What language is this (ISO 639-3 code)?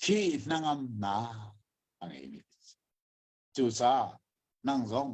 cnh